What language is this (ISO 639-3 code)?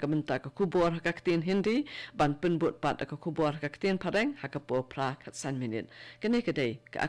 kha